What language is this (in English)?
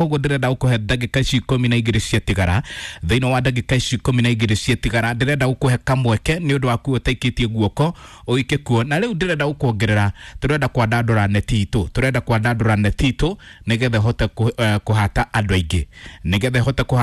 Kikuyu